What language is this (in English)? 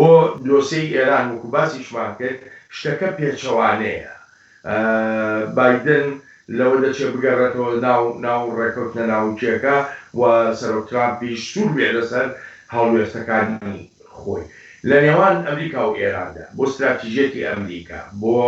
Central Kurdish